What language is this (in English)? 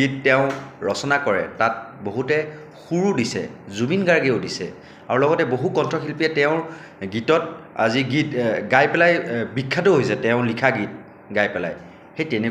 Assamese